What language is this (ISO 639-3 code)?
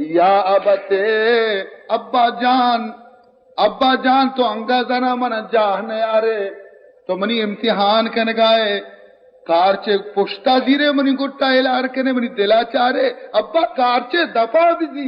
bal